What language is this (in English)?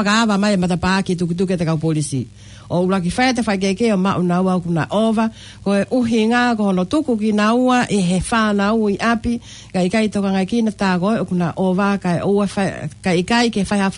Tongan